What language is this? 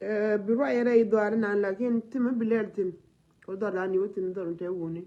Nuer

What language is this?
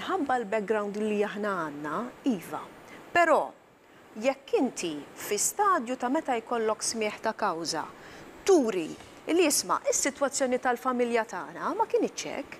Maltese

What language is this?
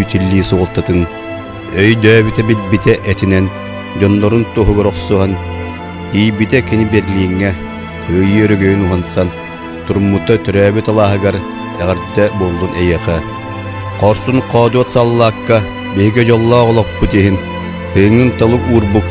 Yakut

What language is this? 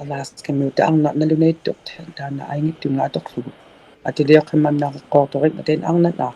Inuktitut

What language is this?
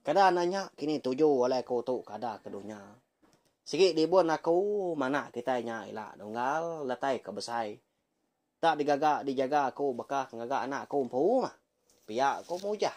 Iban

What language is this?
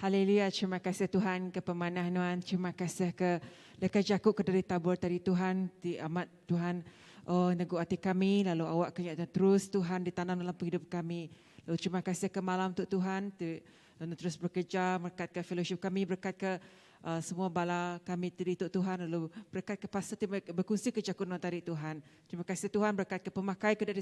Iban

